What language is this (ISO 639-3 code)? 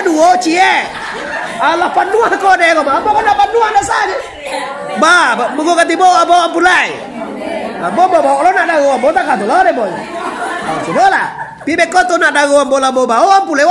min